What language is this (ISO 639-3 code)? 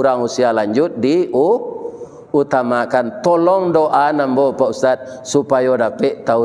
min